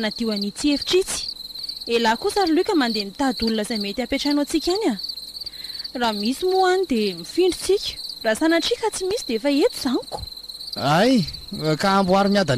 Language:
Malagasy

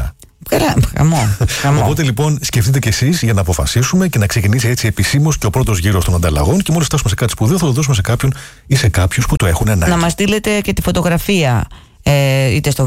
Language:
Greek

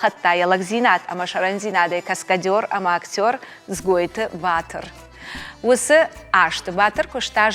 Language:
Ossetic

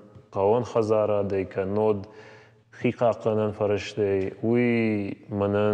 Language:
Ossetic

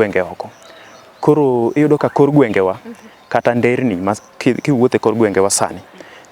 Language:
Luo (Kenya and Tanzania)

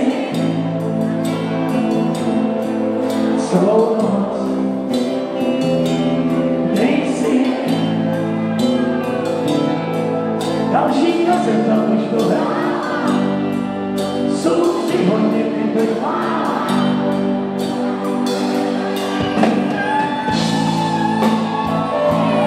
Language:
Czech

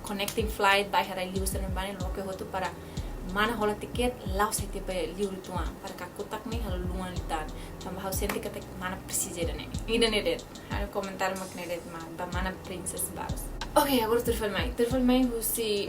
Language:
Tetum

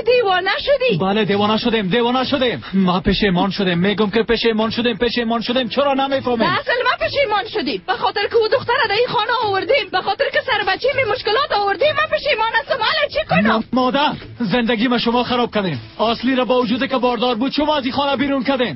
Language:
Persian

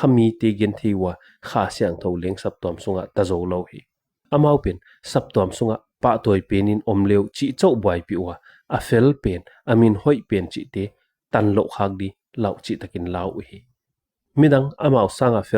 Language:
Paite Chin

